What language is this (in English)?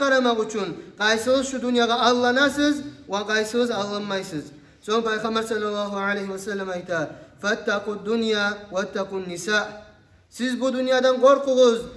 Kumyk